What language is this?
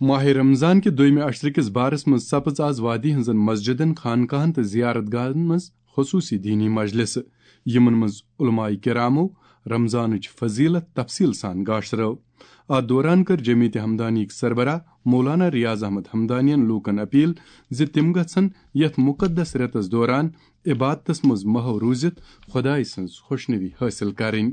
Kashmiri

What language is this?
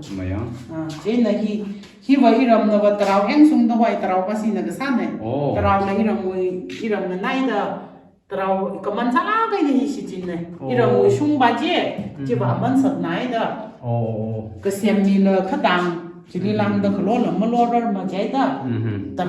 Tangkhul Naga (India)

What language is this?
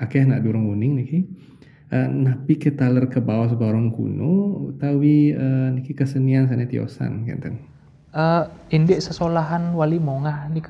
Balinese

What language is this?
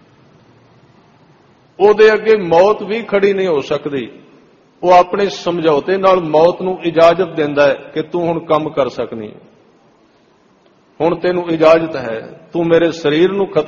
Punjabi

